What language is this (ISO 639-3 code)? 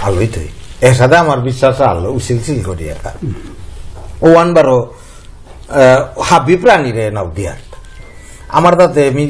bpy